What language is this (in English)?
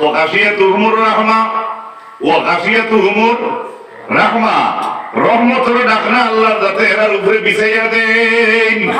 Sylheti